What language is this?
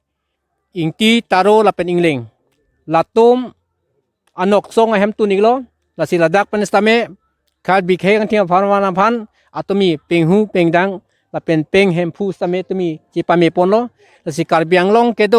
Karbi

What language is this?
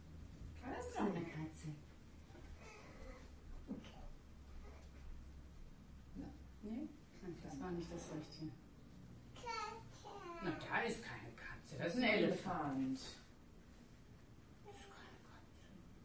German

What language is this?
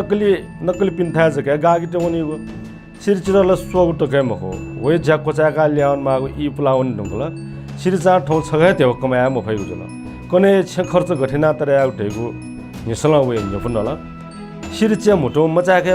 Newari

